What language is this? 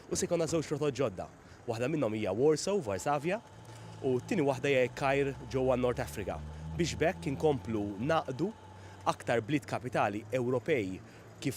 Maltese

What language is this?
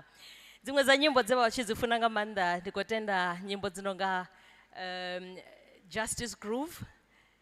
Venda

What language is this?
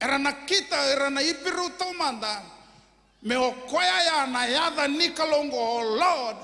Fijian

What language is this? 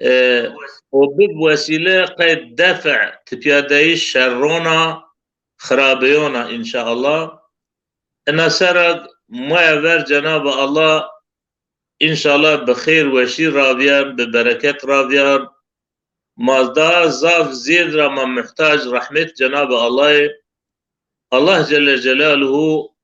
Zaza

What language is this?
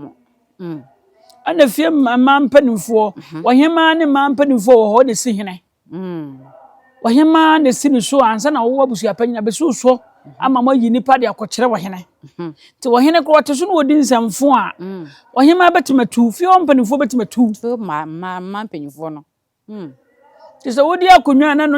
Akan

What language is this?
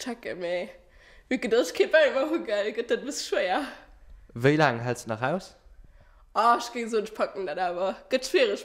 Luxembourgish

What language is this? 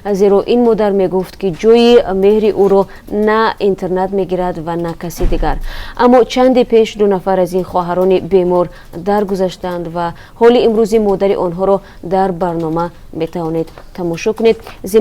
Tajik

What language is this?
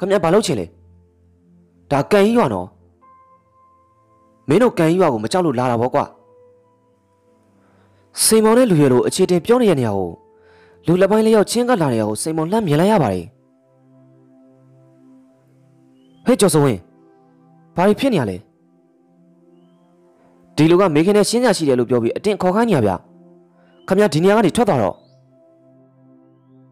Burmese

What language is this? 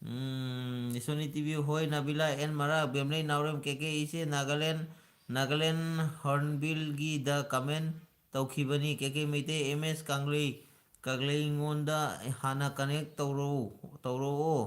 Manipuri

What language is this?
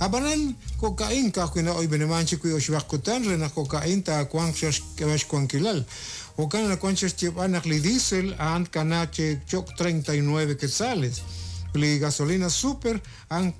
Kekchí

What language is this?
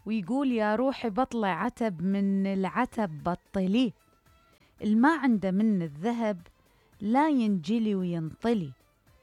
Mesopotamian Arabic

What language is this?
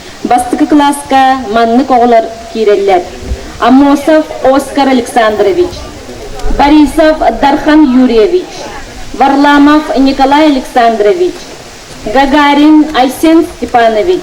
Yakut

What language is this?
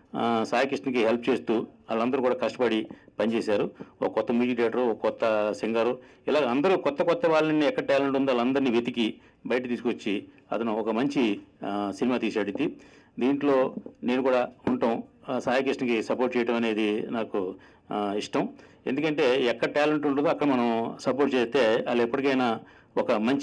Telugu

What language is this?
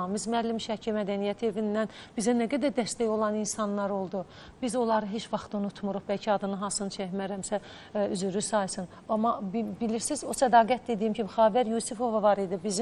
Azerbaijani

